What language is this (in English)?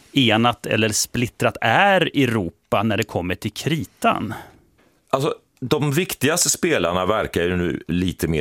Swedish